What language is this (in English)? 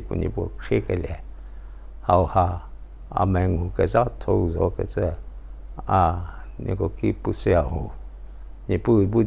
Angami Naga